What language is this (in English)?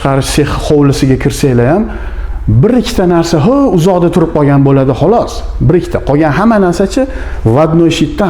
Uzbek